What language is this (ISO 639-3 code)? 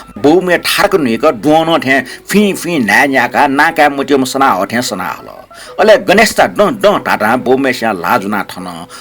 new